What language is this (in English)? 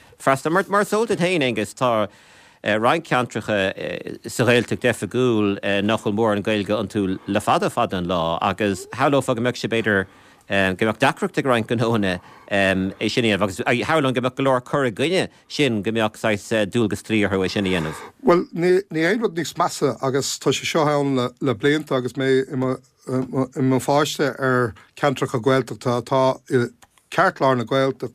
Irish